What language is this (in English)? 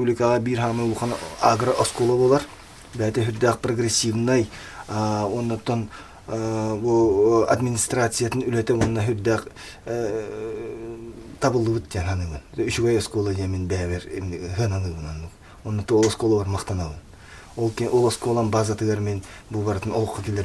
Yakut